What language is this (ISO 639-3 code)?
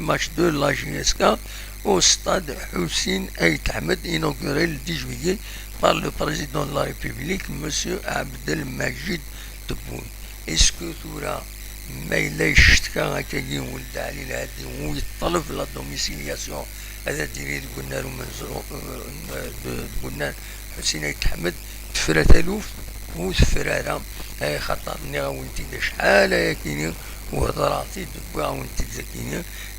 kab